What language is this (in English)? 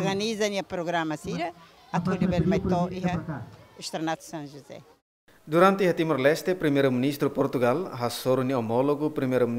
Tetum